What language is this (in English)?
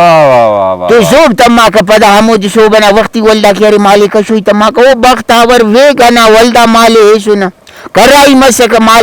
Brahui